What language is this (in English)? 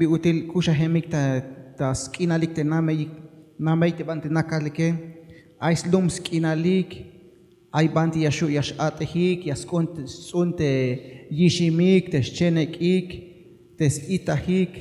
Tzeltal